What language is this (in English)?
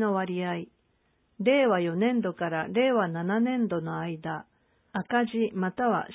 Japanese